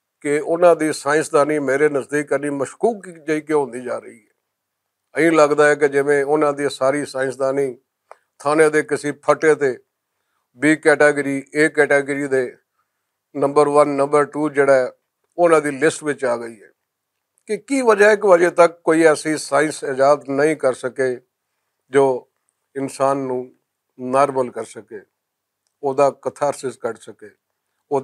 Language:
Western Panjabi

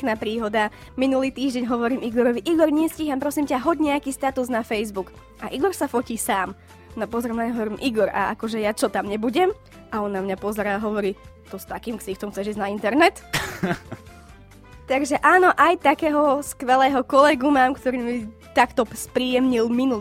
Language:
Slovak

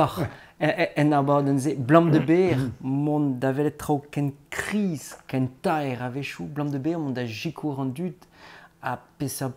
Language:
Breton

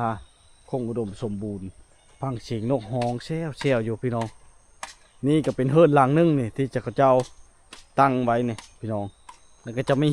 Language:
Lao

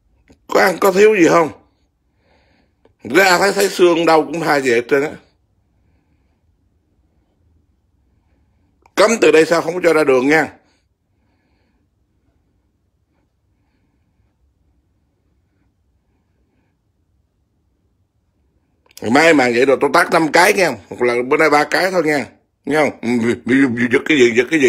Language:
Vietnamese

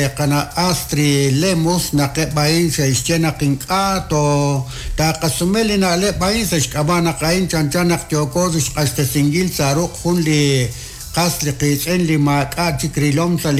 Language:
Kekchí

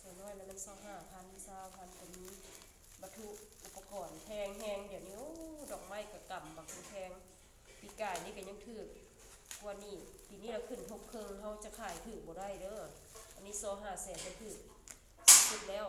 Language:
Lao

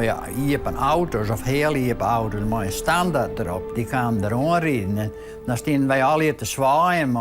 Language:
Western Frisian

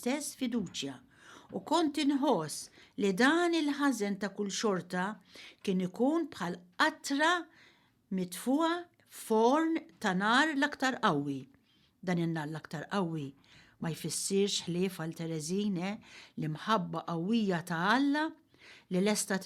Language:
Maltese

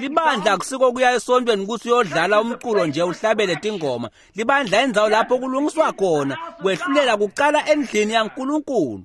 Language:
Swati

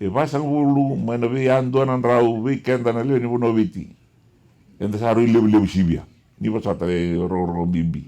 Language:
Fijian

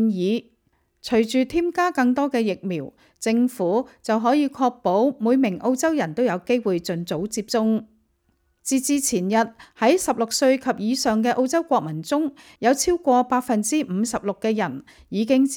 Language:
Cantonese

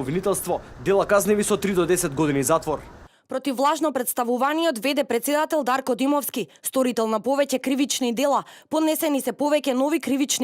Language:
Macedonian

